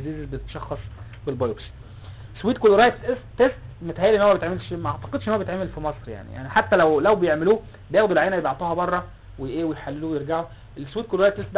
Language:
Egyptian Arabic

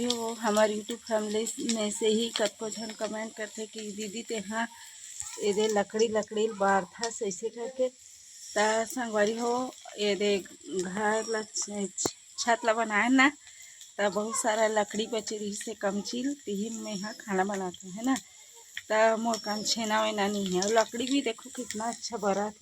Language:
Chhattisgarhi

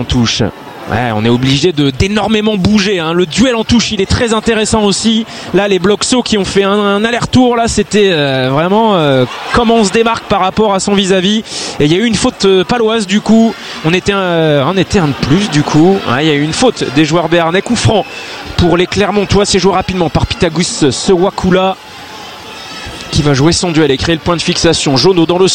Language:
French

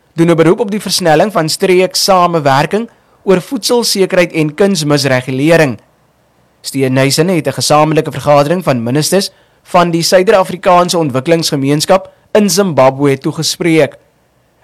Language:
Afrikaans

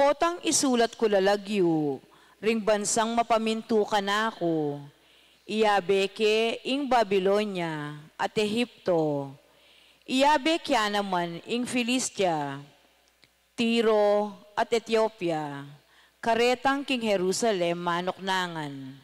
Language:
Pampanga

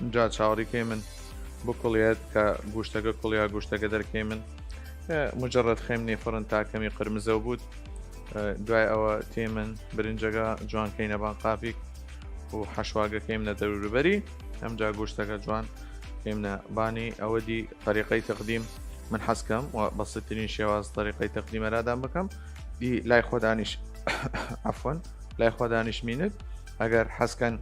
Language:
Southern Kurdish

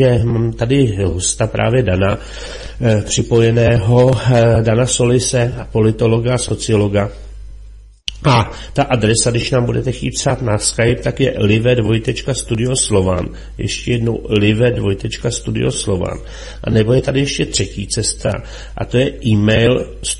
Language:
Czech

